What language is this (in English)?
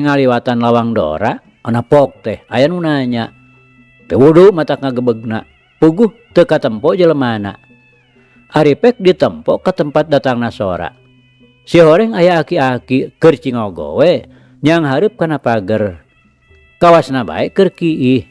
Sundanese